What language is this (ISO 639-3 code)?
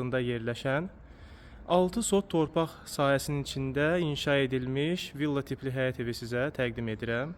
aze